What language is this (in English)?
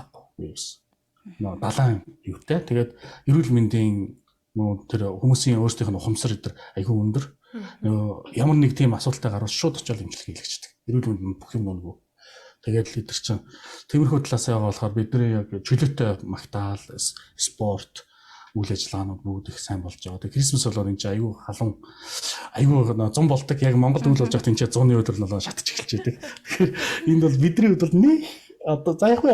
Mongolian